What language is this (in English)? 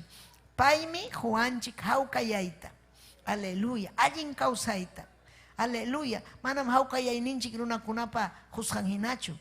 Ayacucho Quechua